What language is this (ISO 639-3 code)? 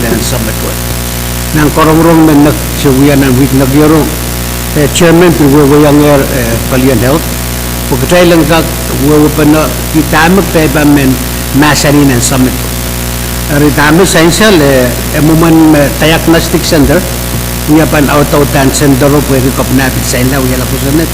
pon